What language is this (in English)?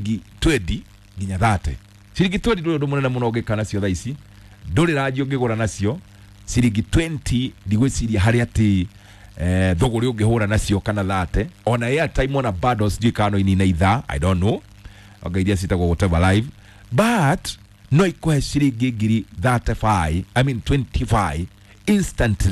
Kikuyu